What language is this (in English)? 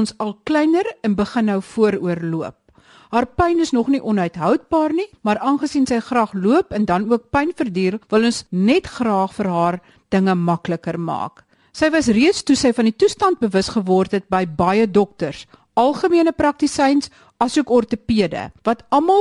Afrikaans